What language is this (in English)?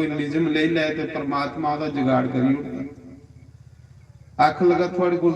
Dogri